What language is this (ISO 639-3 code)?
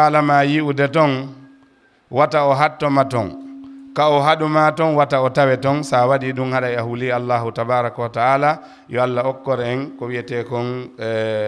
ful